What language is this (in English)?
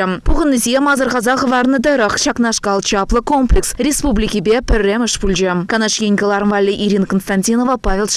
Chuvash